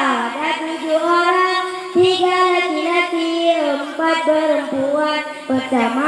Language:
Achinese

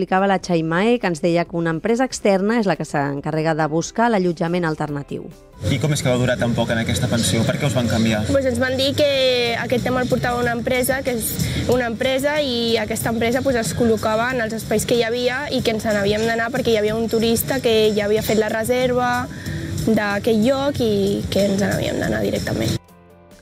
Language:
Catalan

